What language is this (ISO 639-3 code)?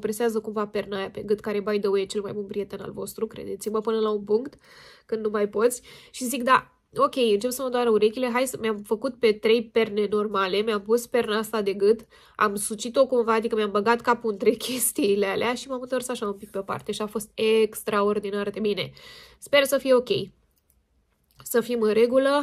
ron